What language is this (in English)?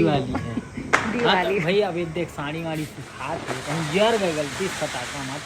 Chhattisgarhi